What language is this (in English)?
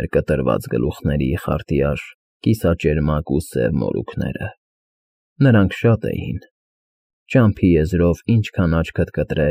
Armenian